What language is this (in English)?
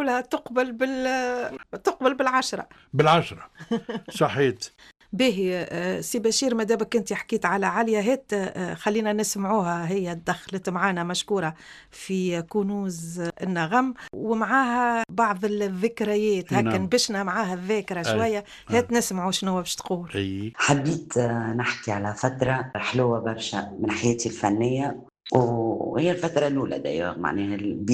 Tunisian Arabic